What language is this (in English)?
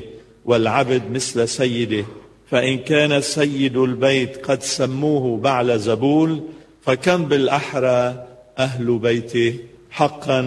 Arabic